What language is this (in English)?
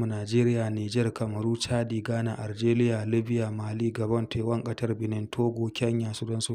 Hausa